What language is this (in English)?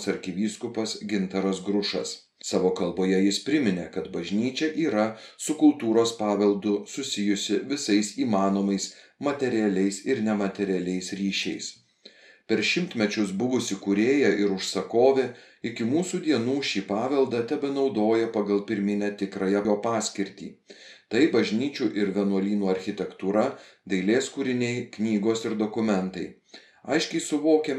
Lithuanian